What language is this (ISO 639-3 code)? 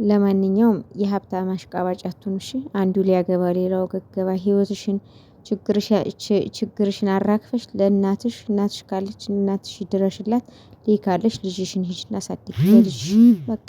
amh